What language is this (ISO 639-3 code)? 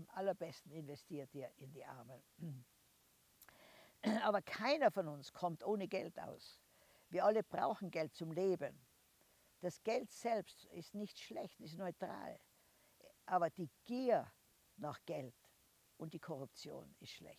deu